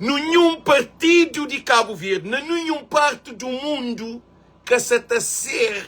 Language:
Kabuverdianu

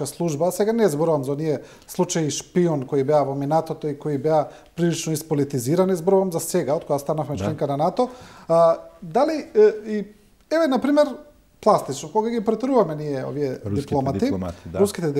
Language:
Macedonian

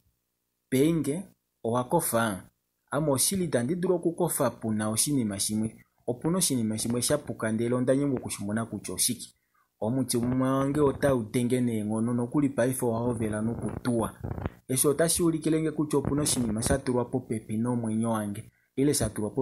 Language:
Kuanyama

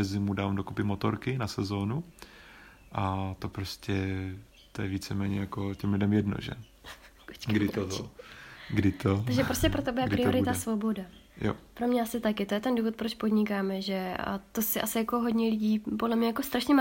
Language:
Czech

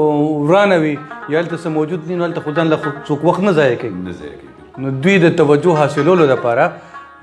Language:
Pashto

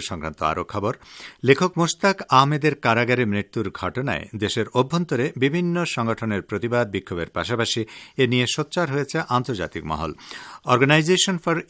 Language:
Bangla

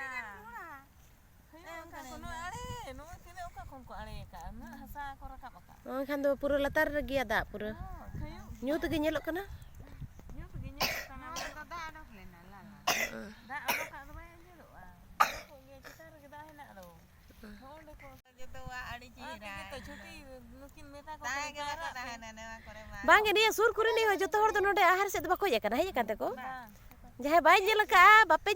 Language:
Santali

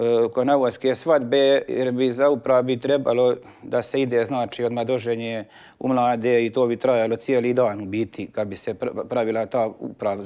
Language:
Croatian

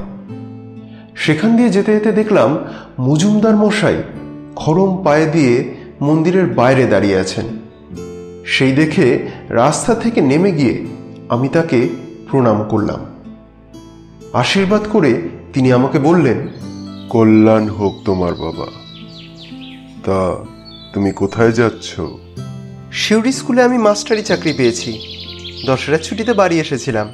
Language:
Bangla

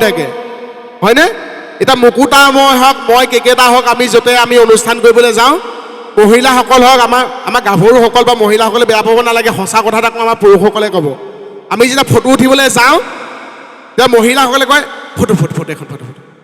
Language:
Assamese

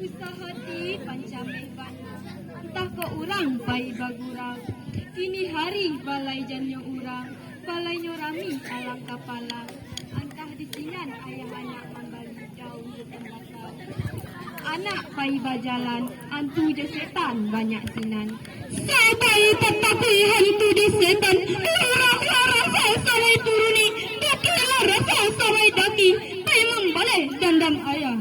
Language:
Minangkabau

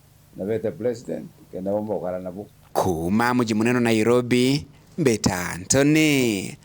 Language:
Meru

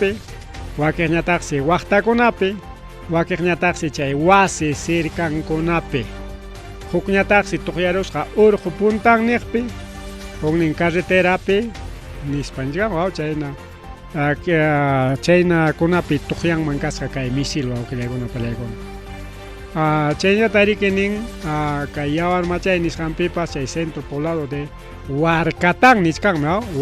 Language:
Ayacucho Quechua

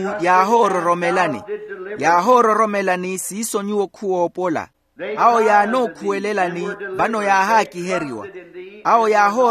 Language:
Makhuwa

